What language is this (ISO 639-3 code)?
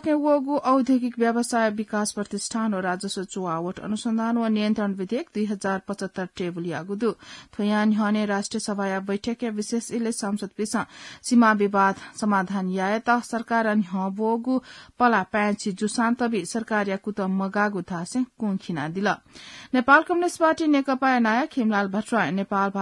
new